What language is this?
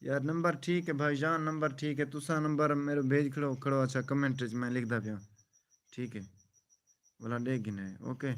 Saraiki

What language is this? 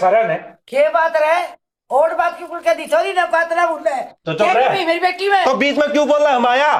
Haryanvi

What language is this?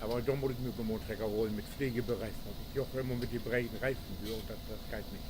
Low German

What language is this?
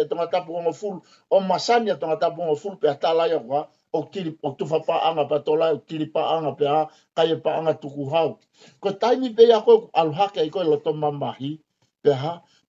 Tongan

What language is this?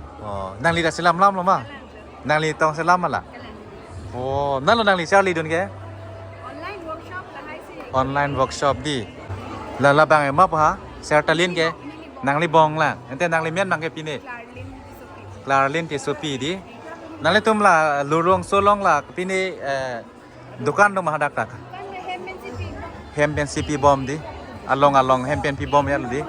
Karbi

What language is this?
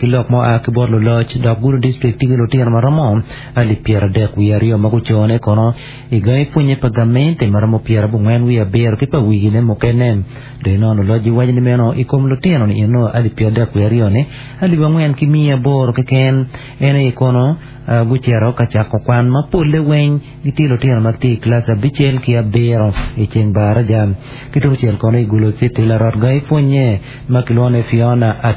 Acoli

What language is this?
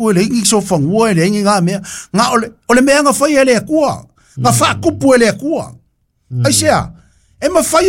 Samoan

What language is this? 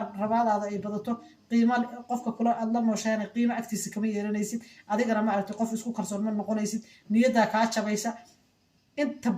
Somali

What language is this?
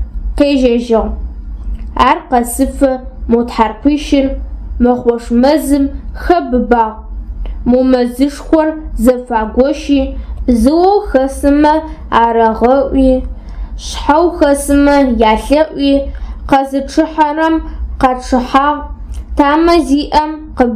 Adyghe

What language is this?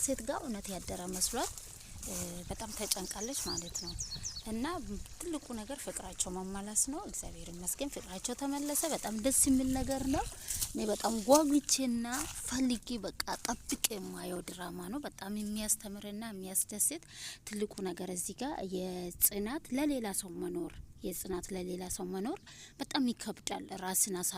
Amharic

